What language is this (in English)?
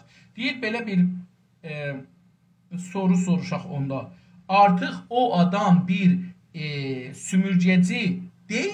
South Azerbaijani